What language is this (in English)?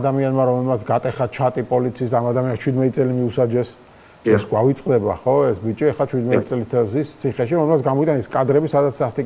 Georgian